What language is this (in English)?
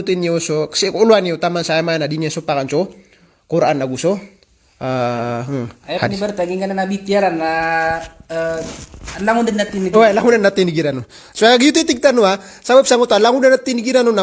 Maranao